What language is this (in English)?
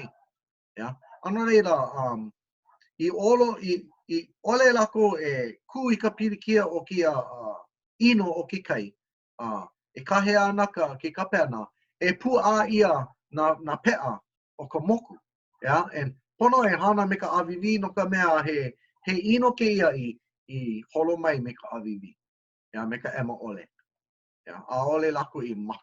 Hawaiian